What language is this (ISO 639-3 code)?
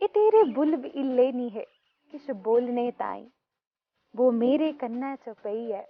doi